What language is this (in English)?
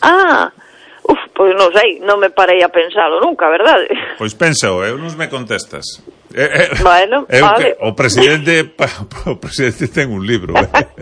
Galician